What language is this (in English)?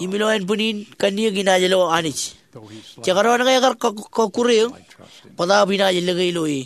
Marshallese